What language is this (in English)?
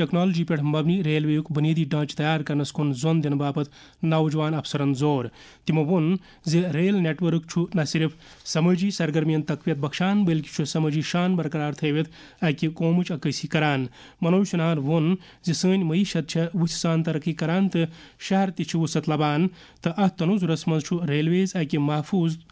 Kashmiri